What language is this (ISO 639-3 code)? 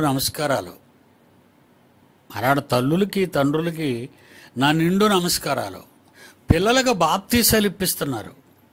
tel